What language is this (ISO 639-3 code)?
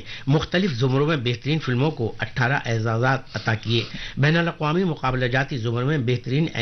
urd